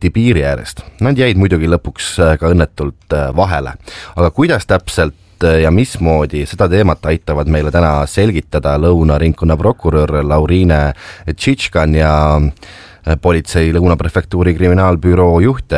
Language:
Estonian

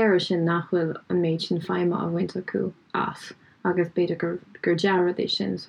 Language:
Irish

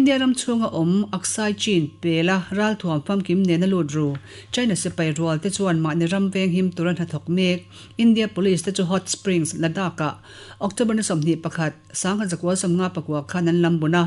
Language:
Mizo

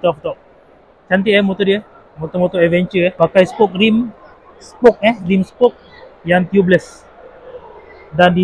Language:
Malay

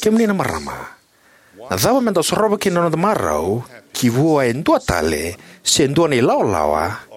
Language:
Fijian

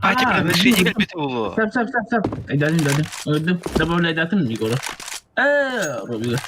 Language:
Yakut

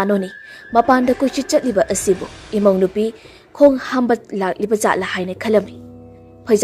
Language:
Manipuri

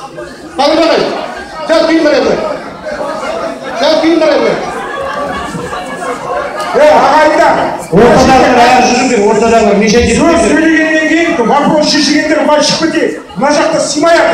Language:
Kazakh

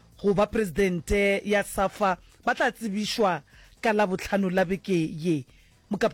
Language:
Northern Sotho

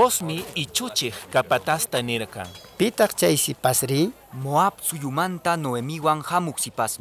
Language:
Quechua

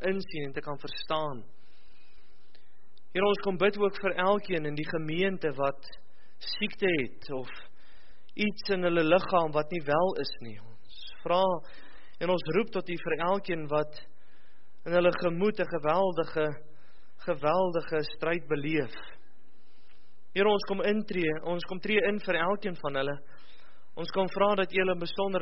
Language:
Afrikaans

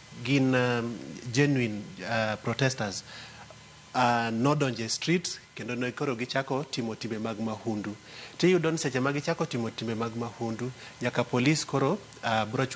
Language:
Luo (Kenya and Tanzania)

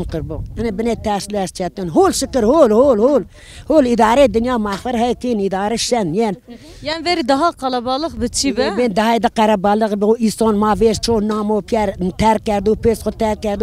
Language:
Zaza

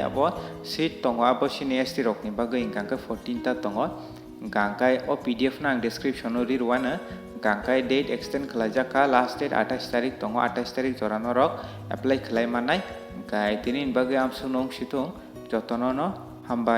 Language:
Kok Borok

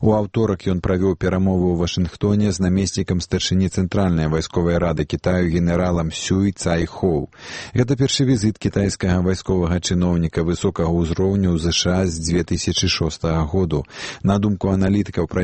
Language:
Belarusian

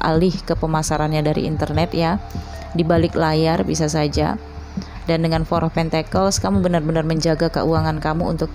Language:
Indonesian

